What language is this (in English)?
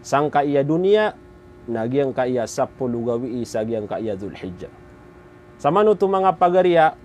Maranao